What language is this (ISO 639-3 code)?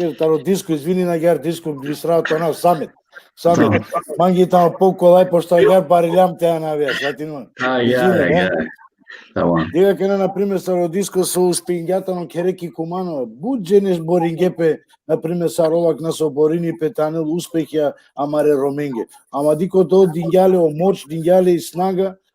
rmn